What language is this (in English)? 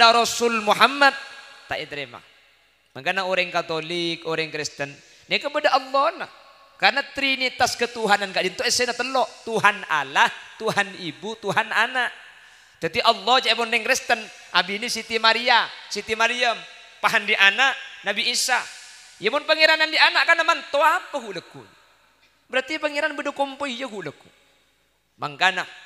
Madurese